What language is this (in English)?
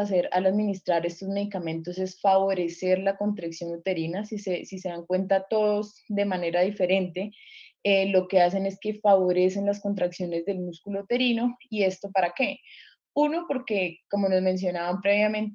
Spanish